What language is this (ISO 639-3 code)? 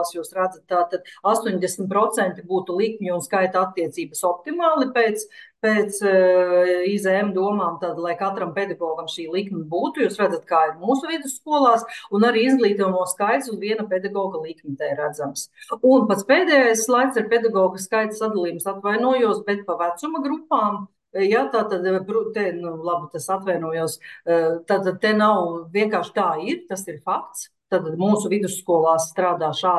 lav